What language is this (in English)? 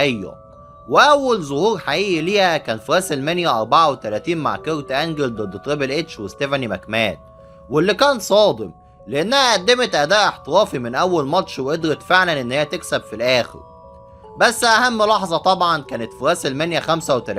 Egyptian Arabic